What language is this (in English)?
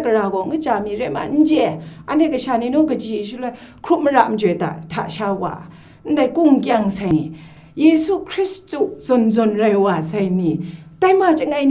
Kachin